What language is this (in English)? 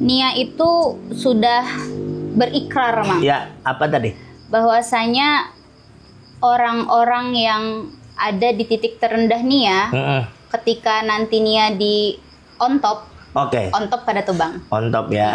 Banjar